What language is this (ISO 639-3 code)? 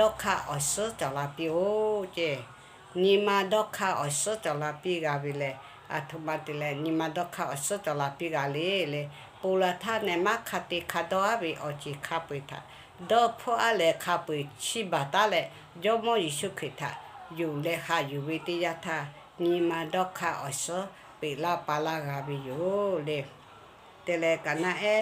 lhu